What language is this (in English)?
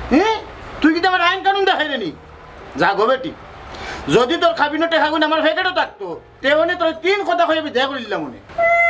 Sylheti